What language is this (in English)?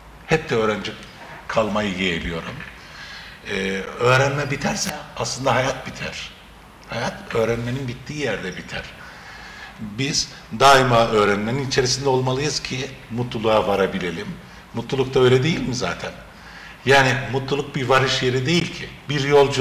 Turkish